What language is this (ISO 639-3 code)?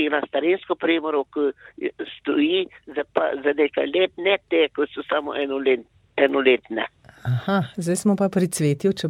slv